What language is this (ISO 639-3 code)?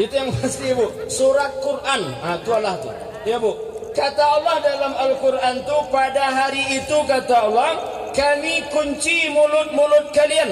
min